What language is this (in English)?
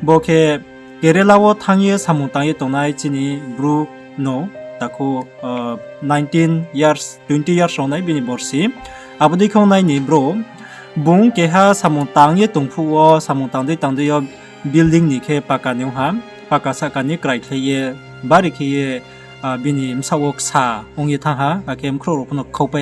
Riang (India)